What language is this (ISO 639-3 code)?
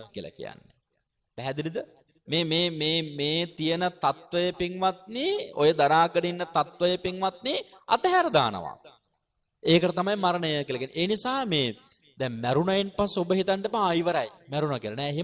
sin